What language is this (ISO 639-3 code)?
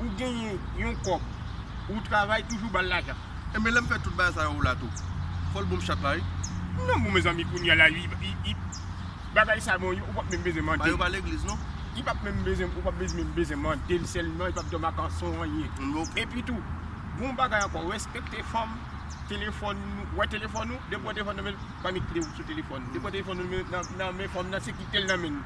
hat